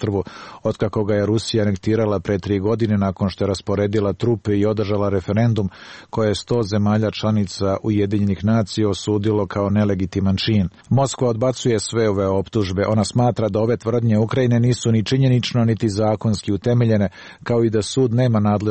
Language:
Serbian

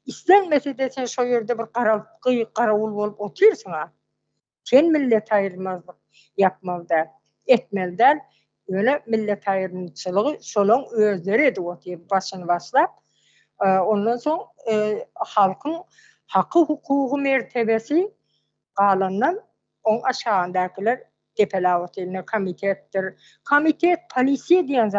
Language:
Turkmen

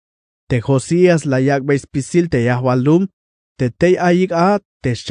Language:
Tzeltal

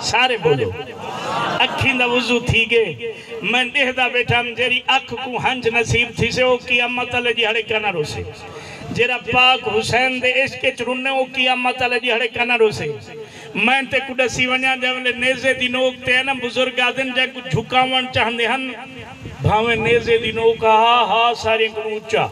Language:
Saraiki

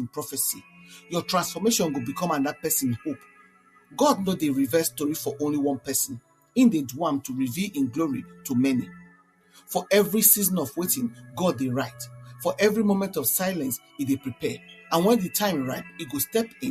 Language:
Nigerian Pidgin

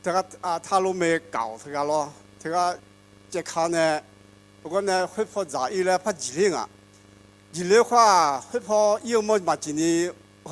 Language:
Akha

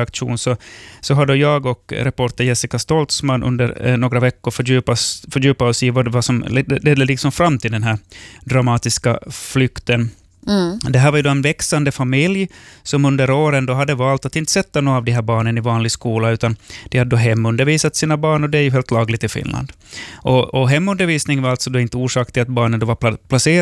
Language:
Swedish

